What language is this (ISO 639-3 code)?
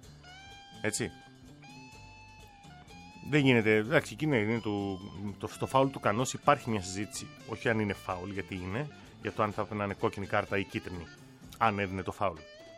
ell